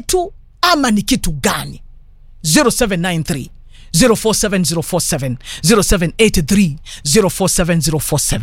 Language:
Swahili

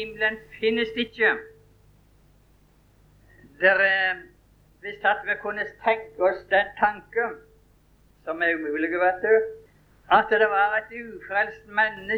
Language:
Norwegian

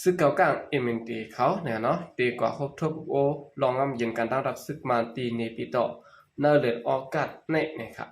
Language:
Shan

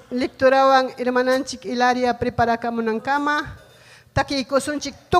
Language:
Ayacucho Quechua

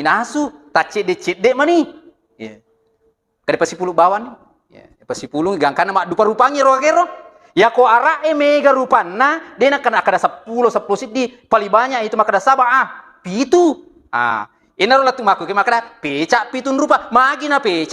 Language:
Buginese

